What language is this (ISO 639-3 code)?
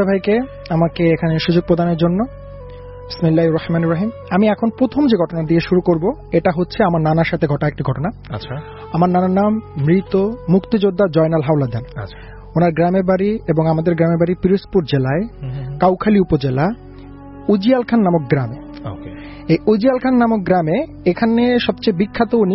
ben